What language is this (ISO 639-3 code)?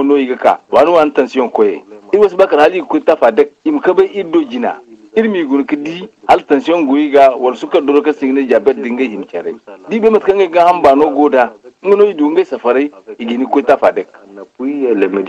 dje